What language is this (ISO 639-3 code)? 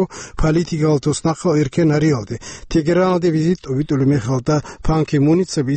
ava